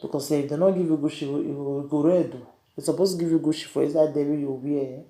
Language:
Nigerian Pidgin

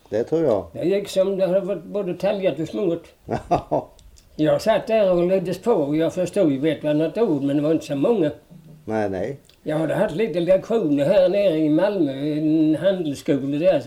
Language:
Swedish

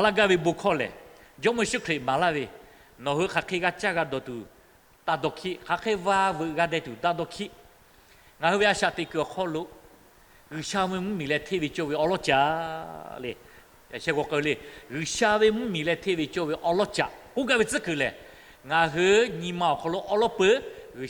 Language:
Lahu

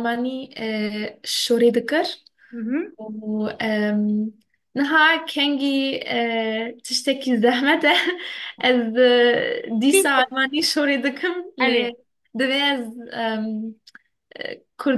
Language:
Kurdish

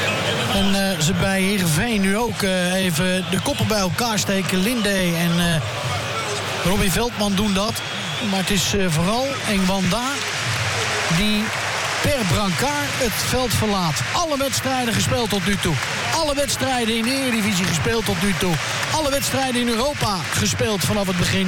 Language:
Dutch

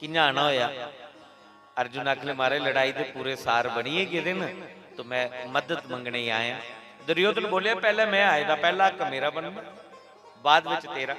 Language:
Dogri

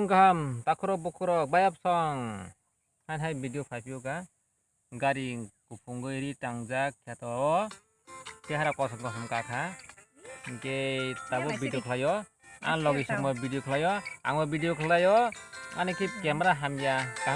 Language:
Kok Borok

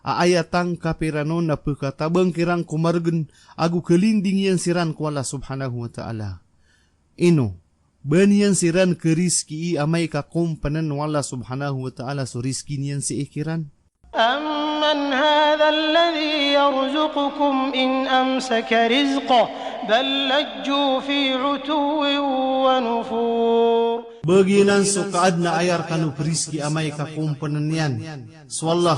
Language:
Maranao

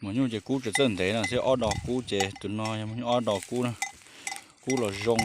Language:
Hmong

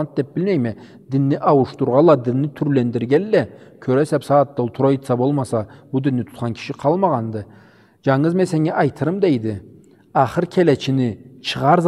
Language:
Karachay-Balkar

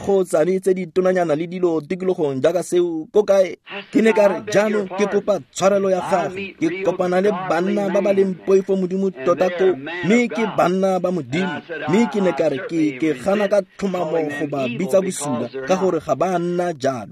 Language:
Tswana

